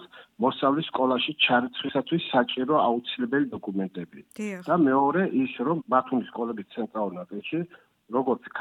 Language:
Georgian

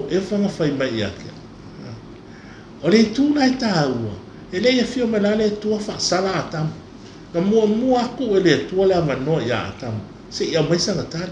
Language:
Samoan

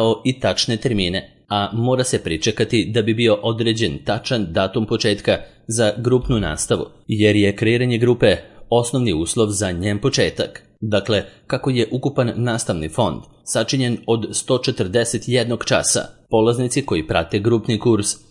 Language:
Serbian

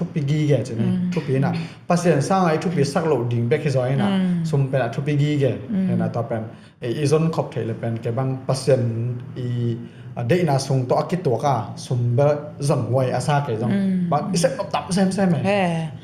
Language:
Tedim Chin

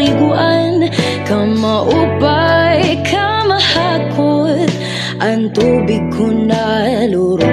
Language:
Waray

